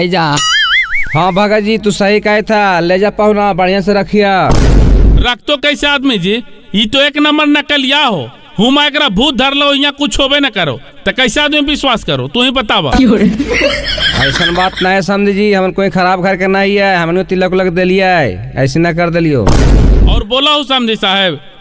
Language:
Magahi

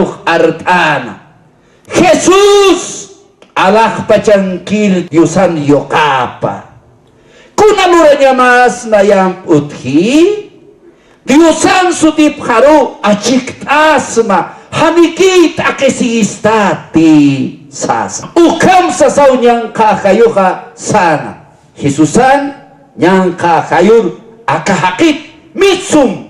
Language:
Aymara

